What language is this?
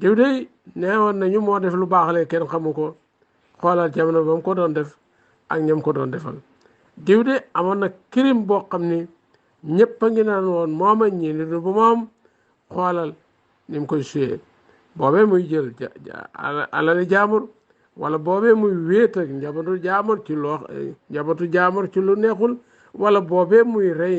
Wolof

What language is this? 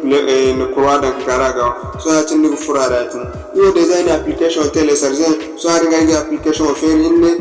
Zarma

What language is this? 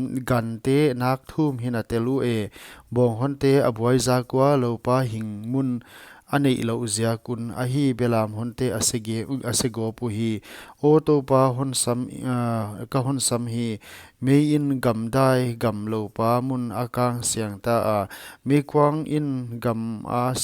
Paite Chin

